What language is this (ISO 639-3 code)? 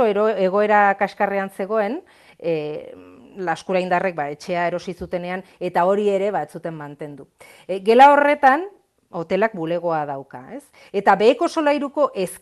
eus